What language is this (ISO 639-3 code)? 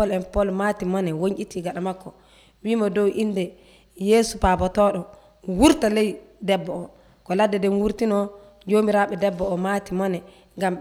fuv